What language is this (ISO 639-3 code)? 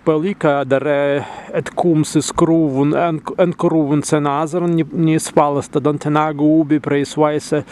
prg